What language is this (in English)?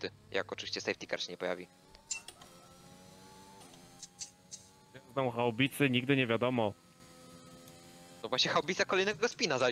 Polish